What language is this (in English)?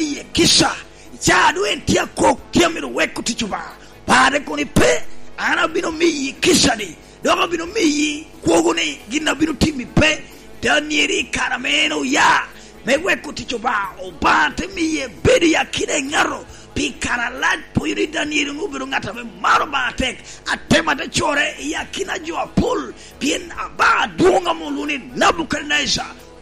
Lango (Uganda)